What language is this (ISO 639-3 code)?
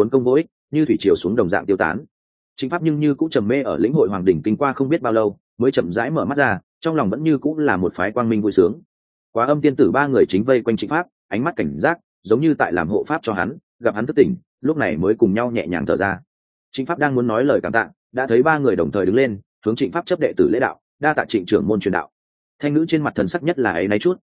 vie